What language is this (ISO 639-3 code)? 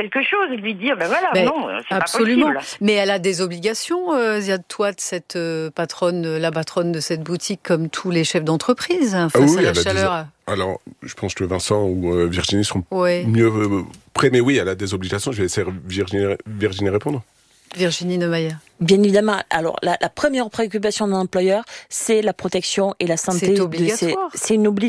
fra